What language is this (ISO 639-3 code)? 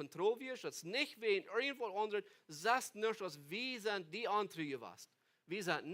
pdt